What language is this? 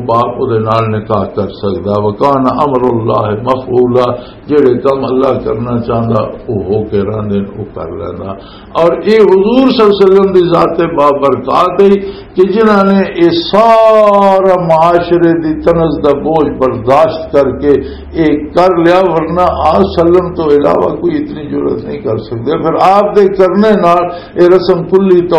Western Panjabi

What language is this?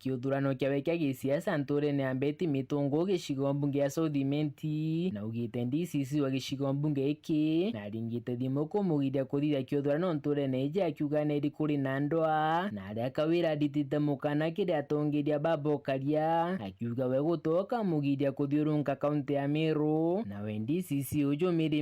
Meru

